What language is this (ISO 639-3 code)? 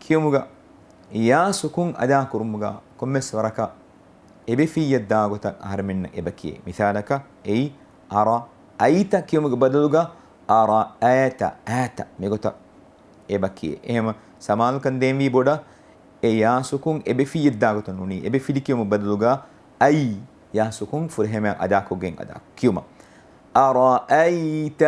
div